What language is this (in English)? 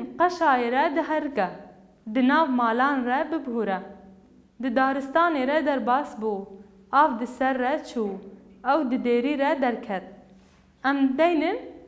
Kurdish